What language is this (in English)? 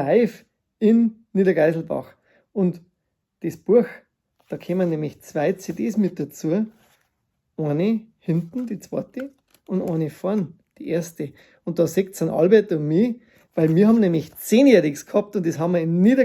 Bavarian